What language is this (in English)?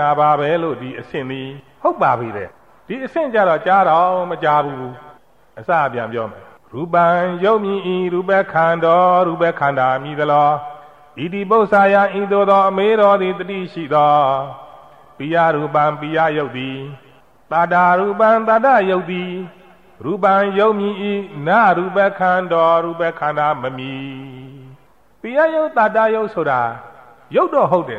Burmese